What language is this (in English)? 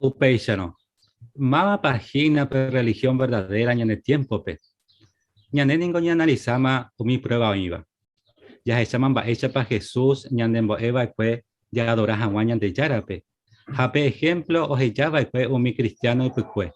Guarani